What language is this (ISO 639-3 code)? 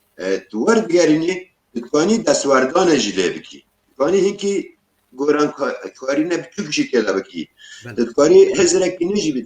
kur